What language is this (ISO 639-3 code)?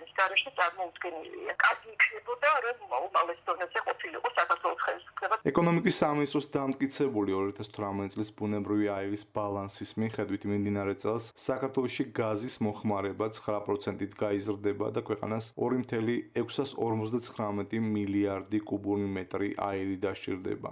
kat